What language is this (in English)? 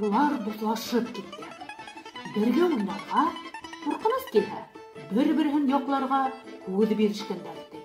Bashkir